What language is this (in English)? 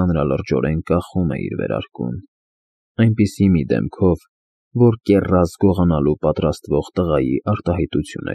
Armenian